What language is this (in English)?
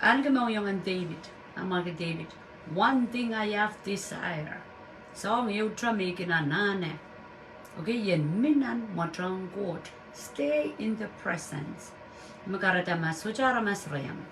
Pohnpeian